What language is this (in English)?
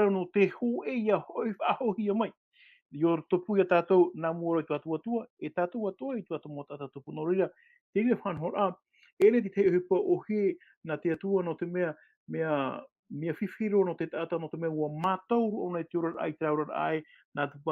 Tahitian